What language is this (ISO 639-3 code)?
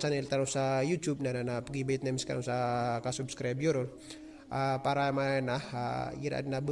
mrw